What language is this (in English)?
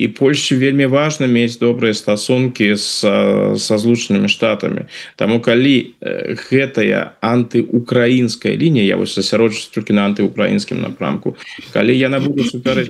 Belarusian